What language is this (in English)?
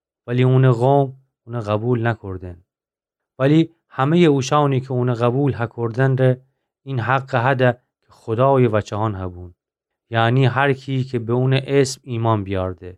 Gilaki